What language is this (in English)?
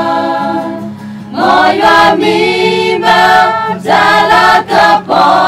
S'gaw Karen